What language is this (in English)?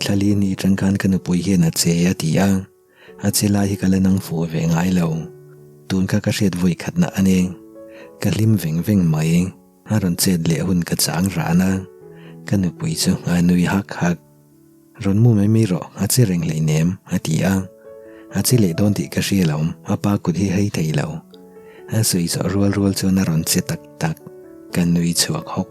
Mizo